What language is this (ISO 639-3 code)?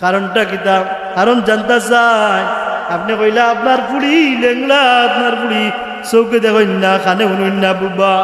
syl